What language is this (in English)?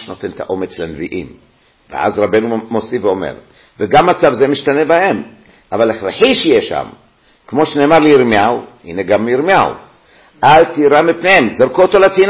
Hebrew